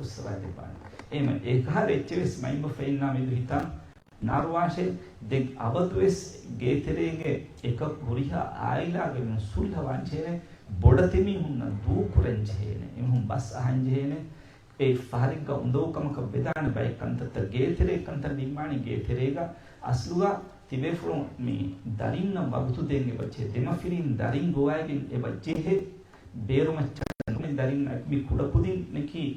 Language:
Divehi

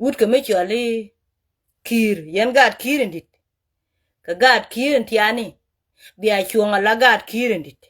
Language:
Nuer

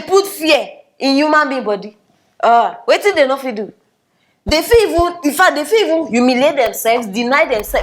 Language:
Nigerian Pidgin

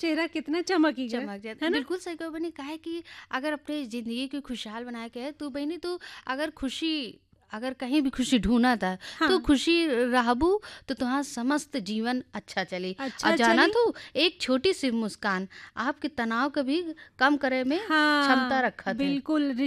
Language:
Bhojpuri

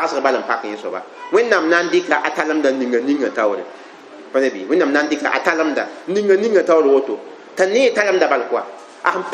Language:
Mossi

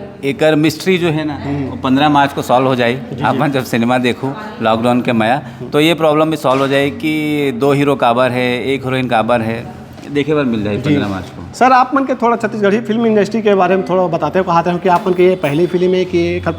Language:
Chhattisgarhi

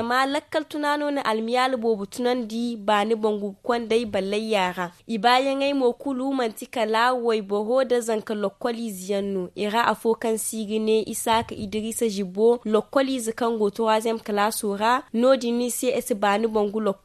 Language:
Zarma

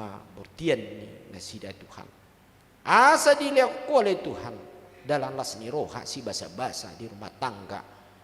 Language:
Batak Toba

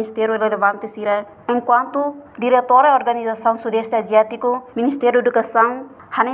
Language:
Tetum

